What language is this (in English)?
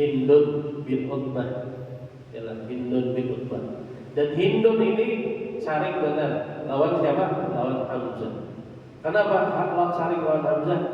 Banjar